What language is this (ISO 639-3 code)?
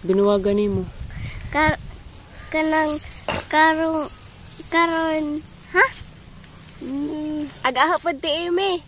ceb